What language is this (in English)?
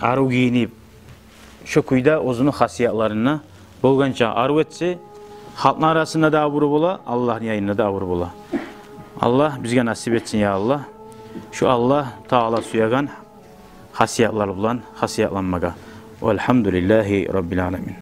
Kumyk